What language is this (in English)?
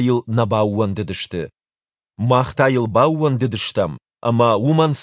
Ossetic